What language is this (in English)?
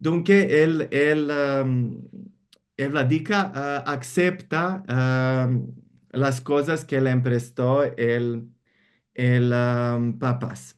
Ladino